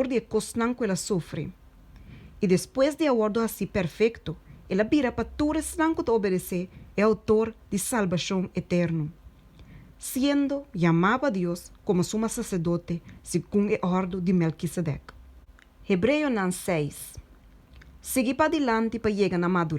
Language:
Papiamento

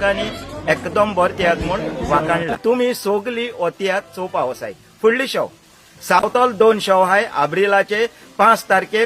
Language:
Konkani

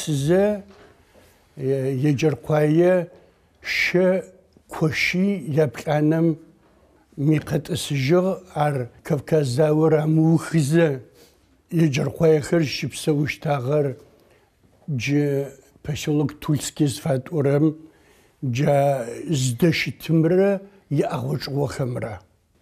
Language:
Adyghe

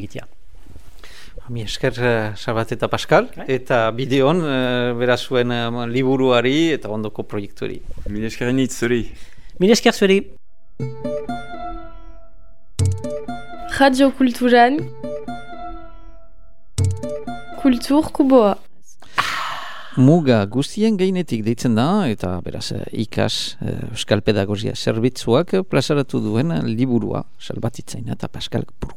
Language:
Basque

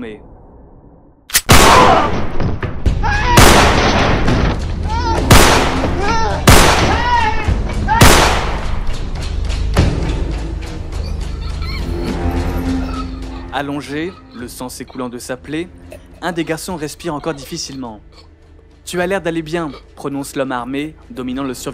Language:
French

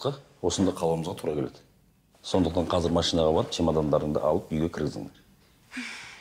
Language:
Kazakh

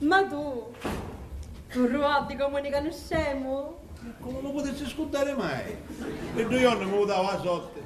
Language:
Sicilian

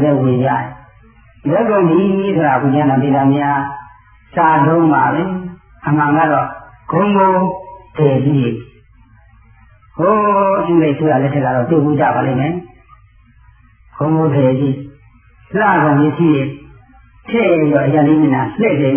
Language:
Burmese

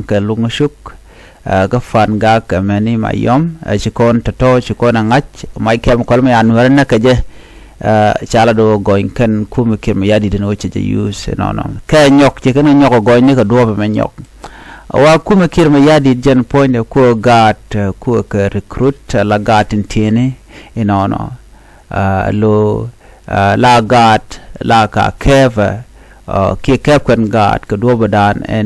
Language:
Nuer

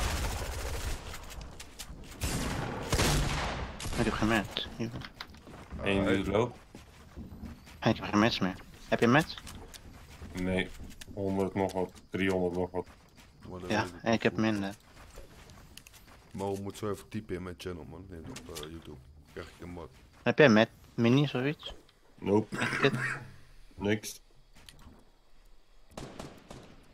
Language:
Dutch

